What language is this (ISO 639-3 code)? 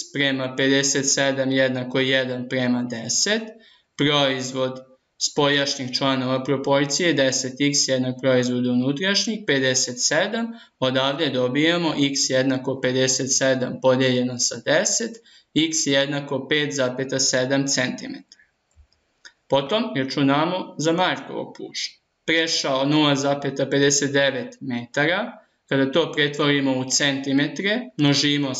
srp